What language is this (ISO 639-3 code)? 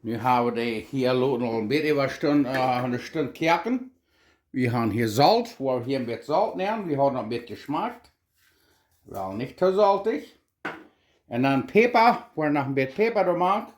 pdt